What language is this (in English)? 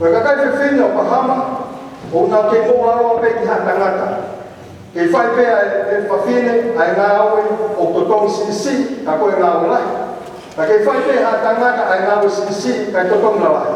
Tongan